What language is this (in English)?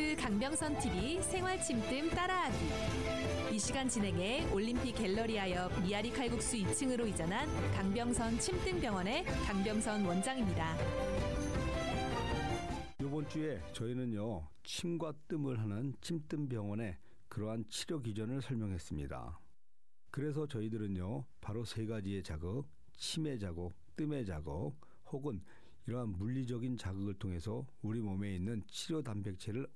Korean